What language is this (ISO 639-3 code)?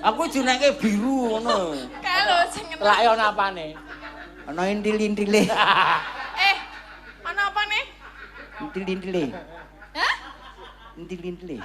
jav